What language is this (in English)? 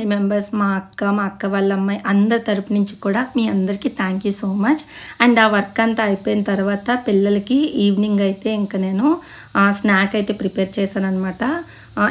Telugu